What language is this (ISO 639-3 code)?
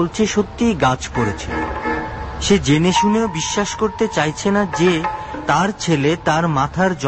ben